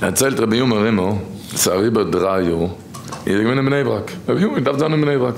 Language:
Yiddish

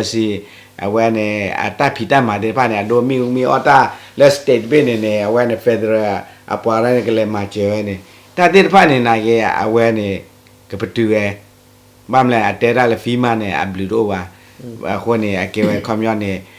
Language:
S'gaw Karen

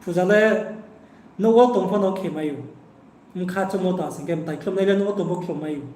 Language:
Riang (India)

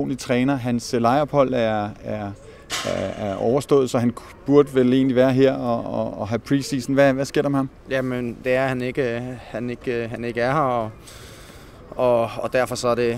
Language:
Danish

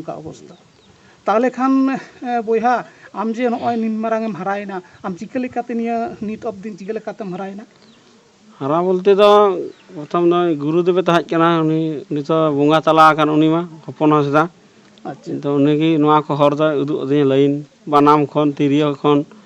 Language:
Santali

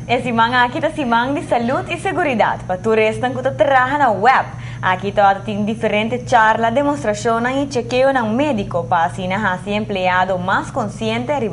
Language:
Papiamento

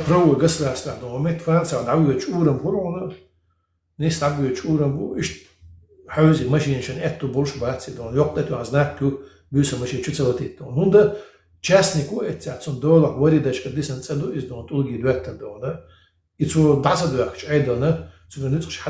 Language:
Chechen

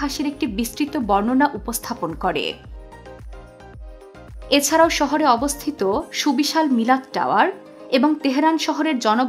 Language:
Bangla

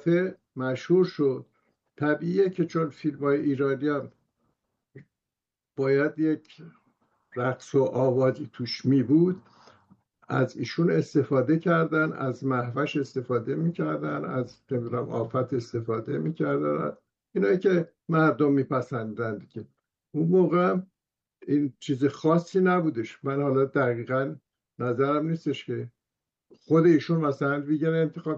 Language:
Persian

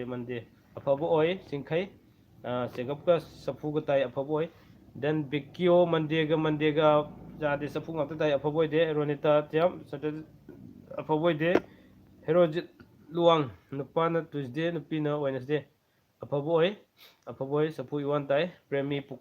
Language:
Manipuri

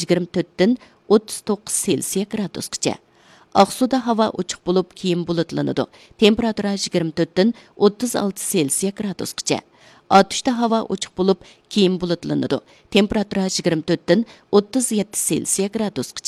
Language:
Uyghur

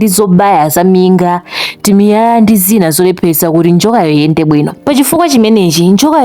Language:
Nyanja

